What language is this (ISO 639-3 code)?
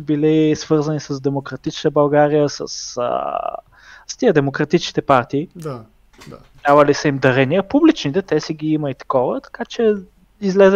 bul